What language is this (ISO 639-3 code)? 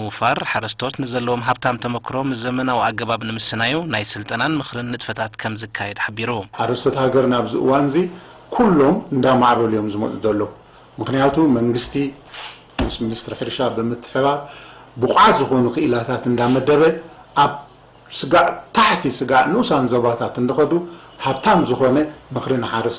tir